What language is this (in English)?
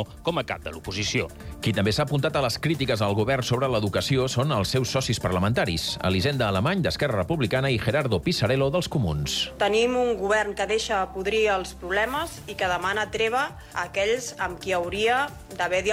Catalan